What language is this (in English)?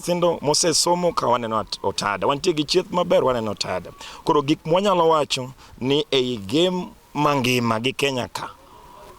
Luo (Kenya and Tanzania)